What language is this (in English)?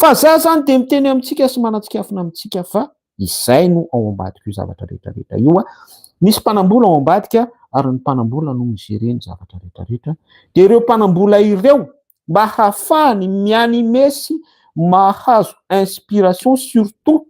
Malagasy